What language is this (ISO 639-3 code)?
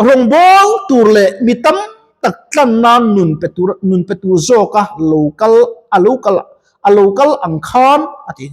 lus